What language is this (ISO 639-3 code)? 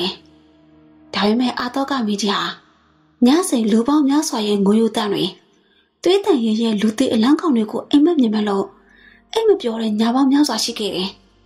mya